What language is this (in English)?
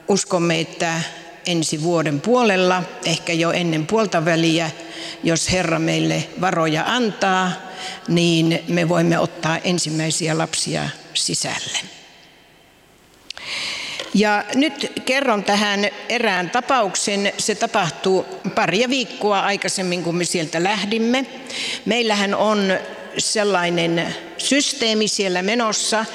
Finnish